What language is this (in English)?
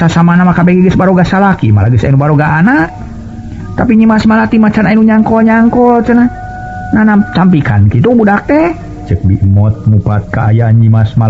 Sundanese